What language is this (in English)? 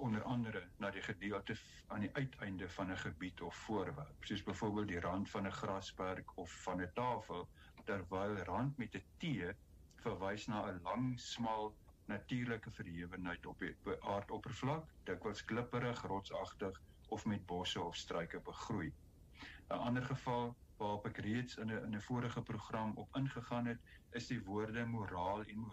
Afrikaans